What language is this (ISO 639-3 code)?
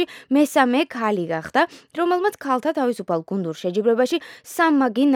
kat